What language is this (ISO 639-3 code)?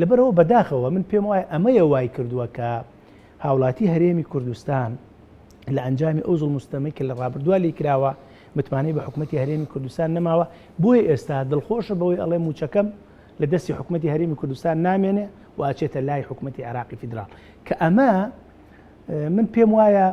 ckb